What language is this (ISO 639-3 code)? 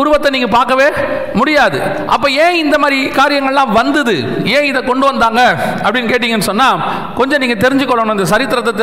tam